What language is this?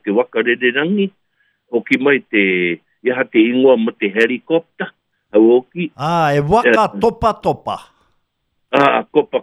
Māori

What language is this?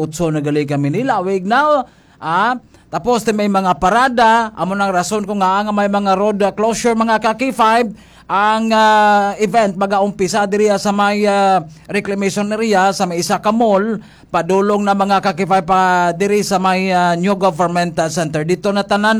Hiligaynon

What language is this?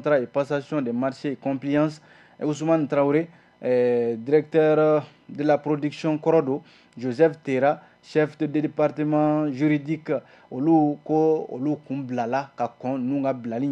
Bambara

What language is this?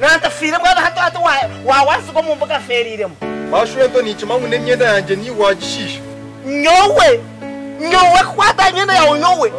Nyankole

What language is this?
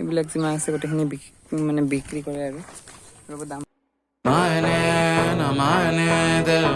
Assamese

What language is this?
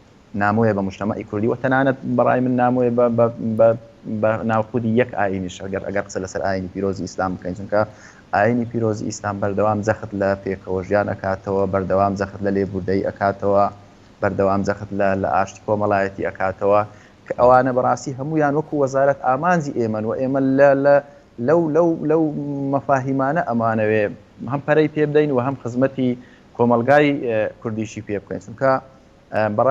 Central Kurdish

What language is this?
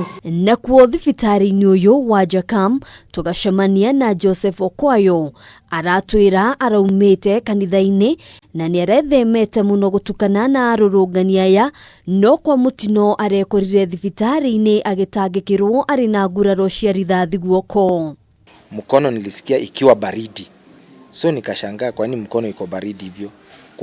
Kikuyu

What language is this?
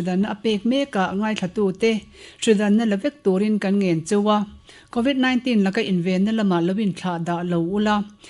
Mizo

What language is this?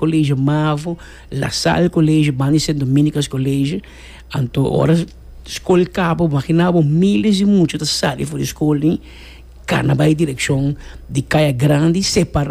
Papiamento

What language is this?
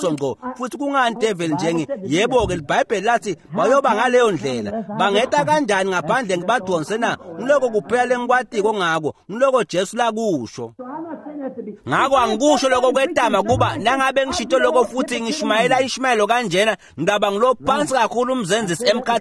Swati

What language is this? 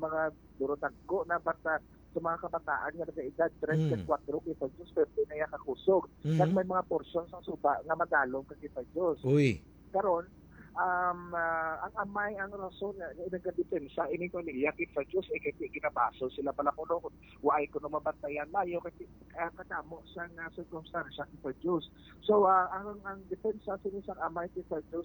Hiligaynon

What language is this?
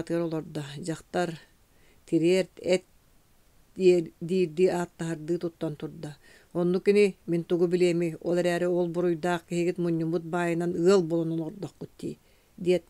Yakut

